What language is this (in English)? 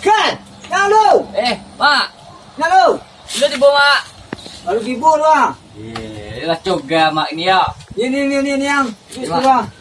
Minangkabau